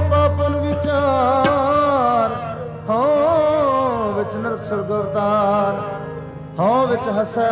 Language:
Punjabi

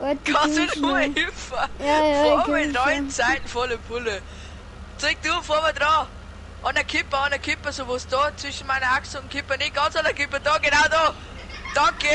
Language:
Bavarian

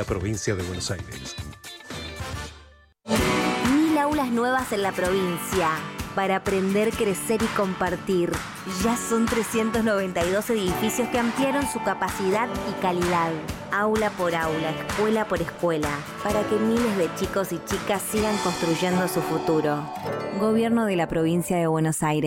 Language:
Spanish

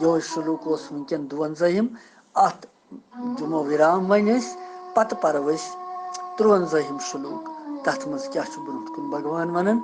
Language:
Kashmiri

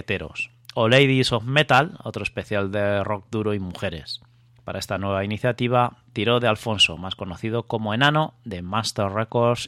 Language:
Spanish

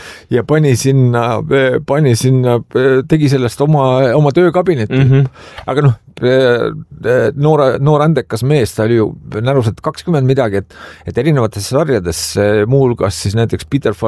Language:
Estonian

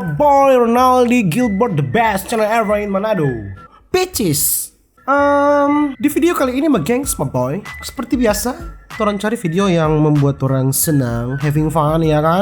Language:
Manado Malay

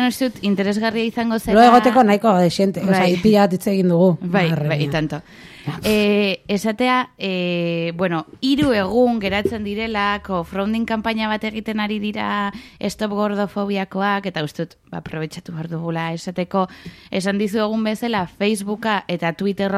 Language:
Basque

